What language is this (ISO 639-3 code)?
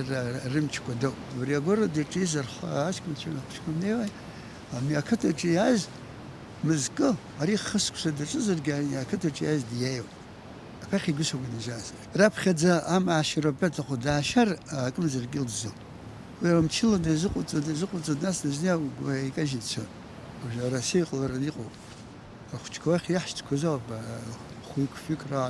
abk